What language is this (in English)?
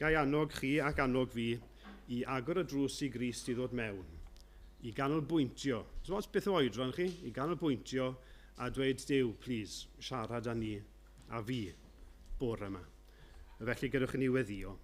Welsh